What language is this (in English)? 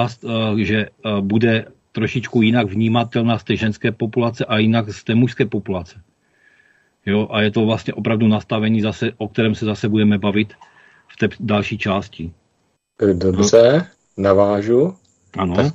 Czech